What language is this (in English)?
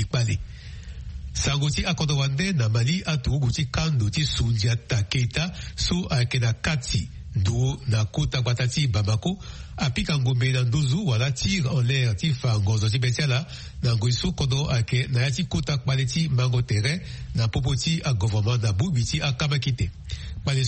Sango